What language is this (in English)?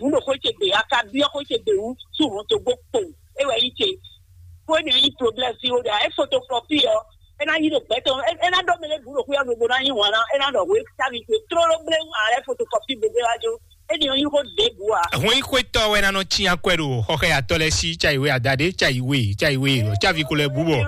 Fon